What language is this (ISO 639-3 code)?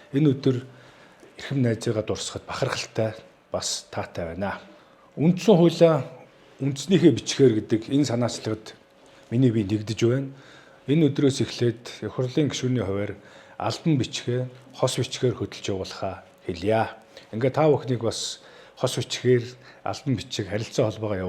mon